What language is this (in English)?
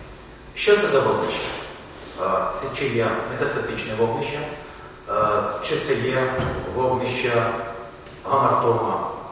Ukrainian